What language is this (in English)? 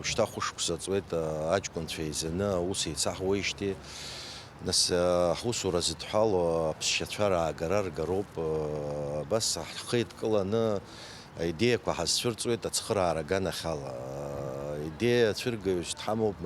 Abkhazian